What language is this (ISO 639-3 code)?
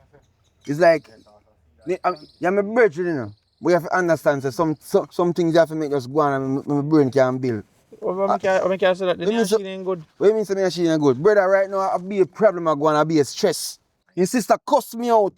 jam